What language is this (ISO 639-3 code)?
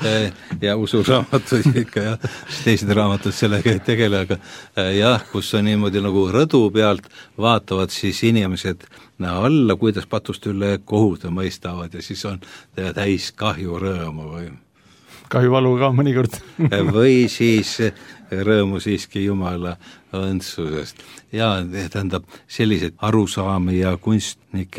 est